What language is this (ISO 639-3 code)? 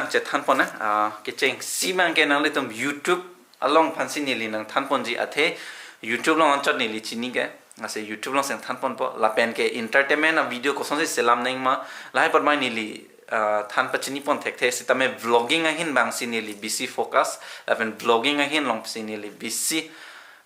mjw